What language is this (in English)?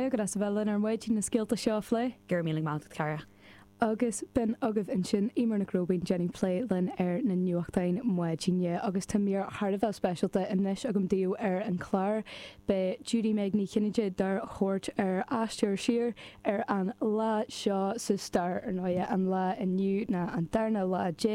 Irish